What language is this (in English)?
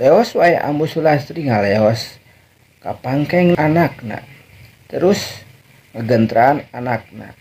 Sundanese